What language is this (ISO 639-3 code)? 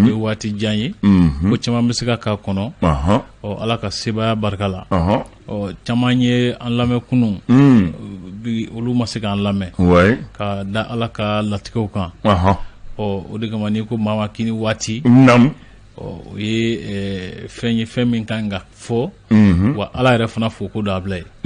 bam